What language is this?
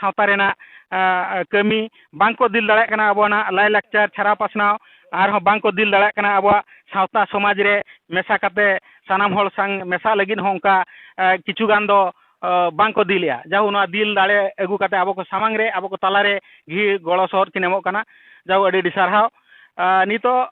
Santali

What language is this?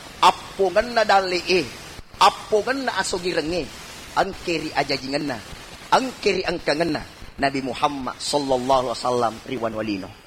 Buginese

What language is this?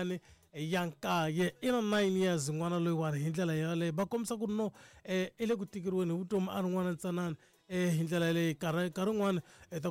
Tsonga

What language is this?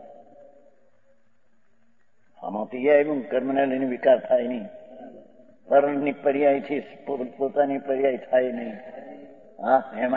Gujarati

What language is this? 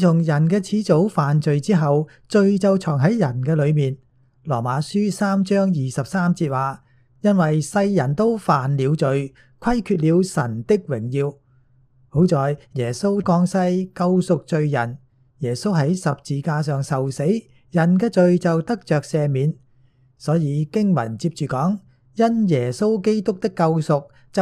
Cantonese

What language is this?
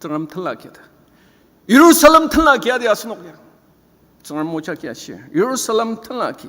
Ao Naga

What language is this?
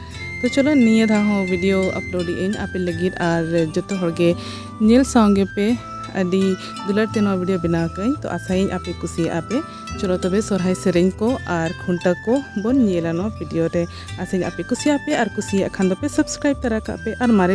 Santali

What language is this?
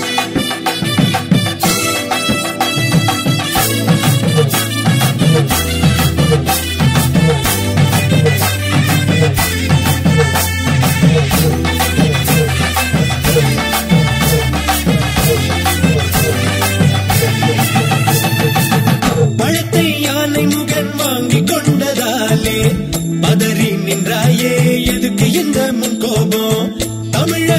Tamil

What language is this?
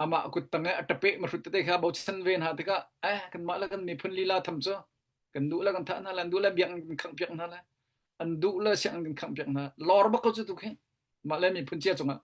Hakha Chin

